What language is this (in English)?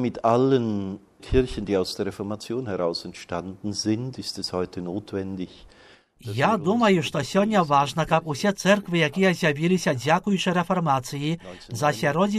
Belarusian